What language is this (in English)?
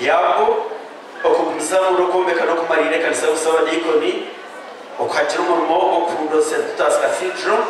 Nyankole